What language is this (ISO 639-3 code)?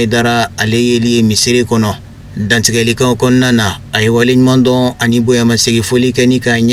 bam